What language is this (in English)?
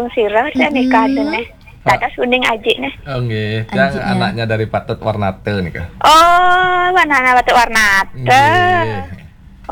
Balinese